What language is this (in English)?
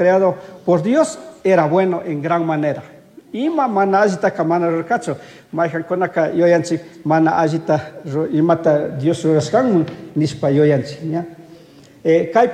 Chimborazo Highland Quichua